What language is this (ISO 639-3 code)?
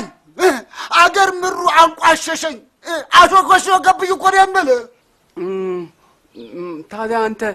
amh